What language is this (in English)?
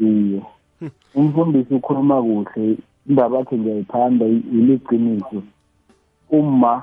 South Ndebele